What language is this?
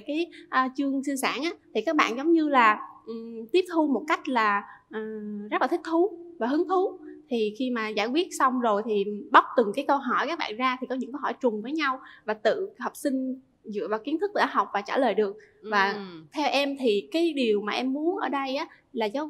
Vietnamese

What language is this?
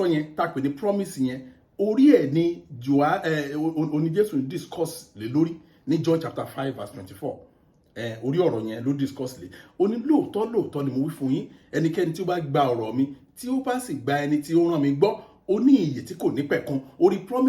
Yoruba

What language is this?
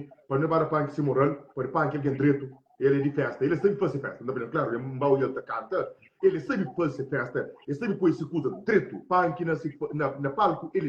Kabuverdianu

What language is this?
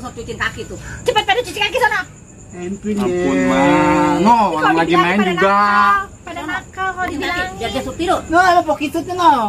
Betawi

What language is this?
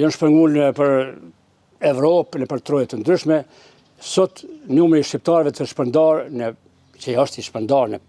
Albanian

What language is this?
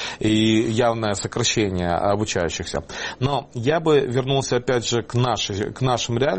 Russian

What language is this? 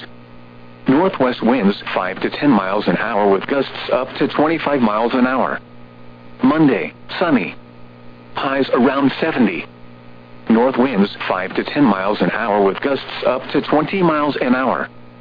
English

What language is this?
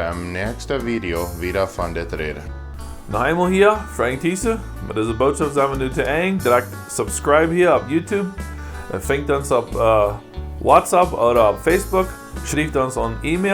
Plautdietsch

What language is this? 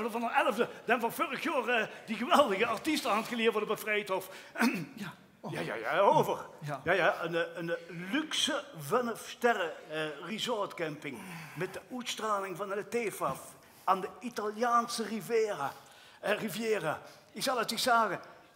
Limburgish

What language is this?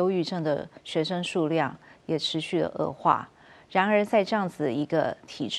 Chinese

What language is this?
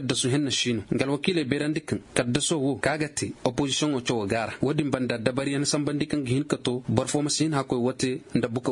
Zarma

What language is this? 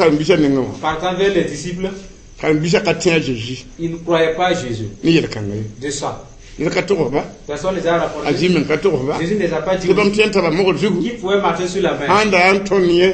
Mossi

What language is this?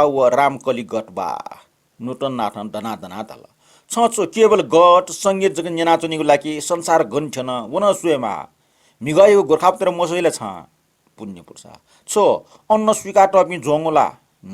Newari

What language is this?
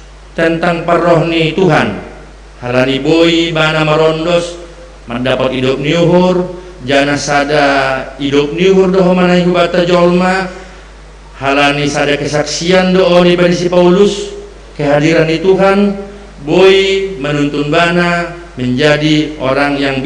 Batak Simalungun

